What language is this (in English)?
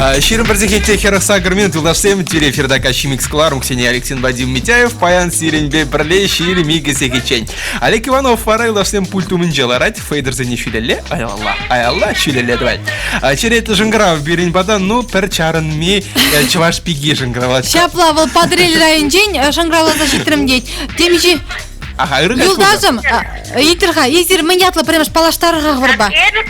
Chuvash